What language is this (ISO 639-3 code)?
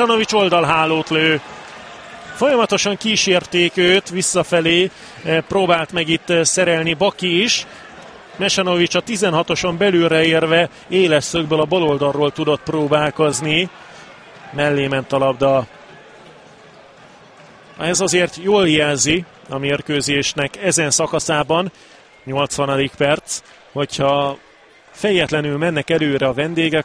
hun